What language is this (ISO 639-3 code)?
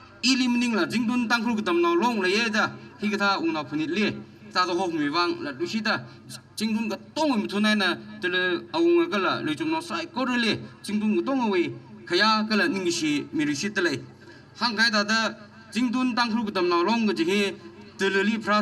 nmf